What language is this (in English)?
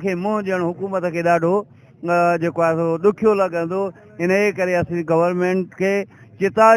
Sindhi